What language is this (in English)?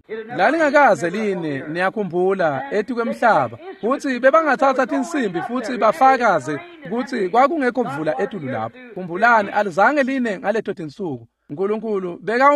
Swati